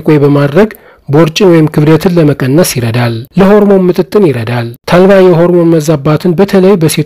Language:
Amharic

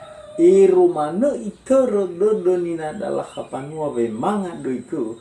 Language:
Nias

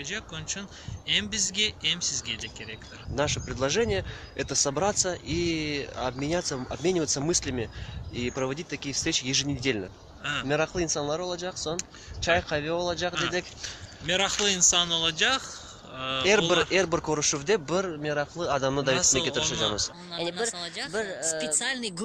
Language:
Crimean Tatar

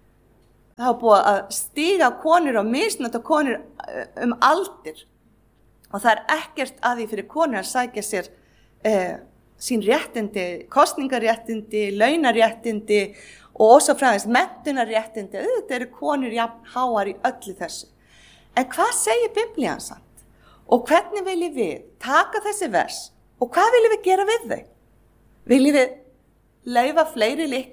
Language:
Icelandic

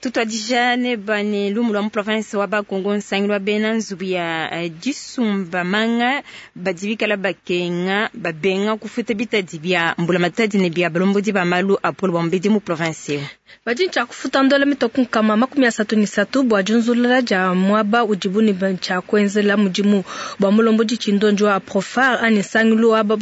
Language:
Luba-Lulua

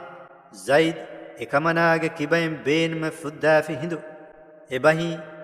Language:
Divehi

